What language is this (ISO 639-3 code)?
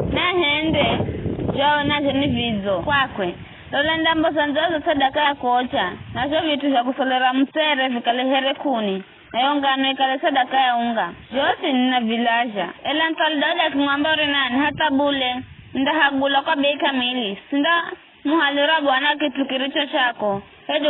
nyf